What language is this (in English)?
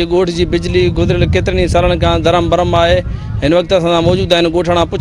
Sindhi